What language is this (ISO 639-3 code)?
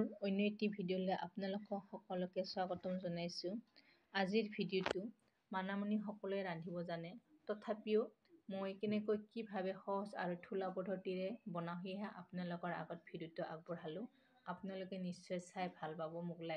asm